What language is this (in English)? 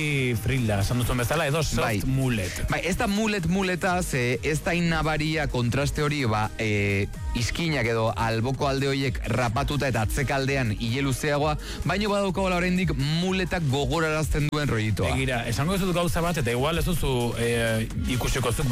Basque